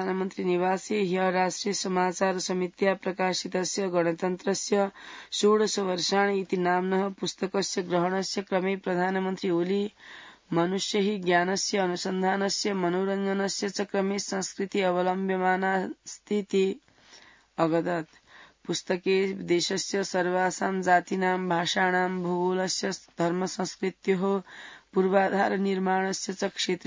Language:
Sanskrit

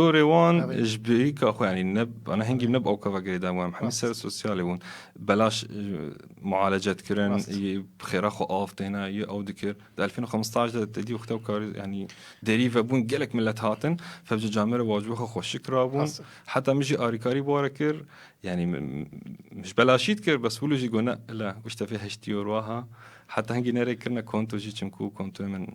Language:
Kurdish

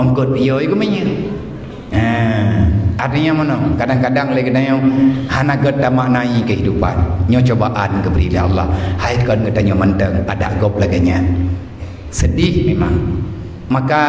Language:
Achinese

